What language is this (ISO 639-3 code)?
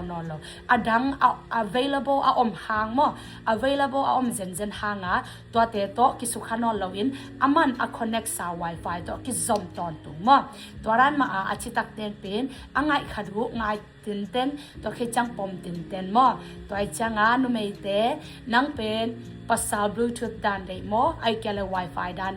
ctd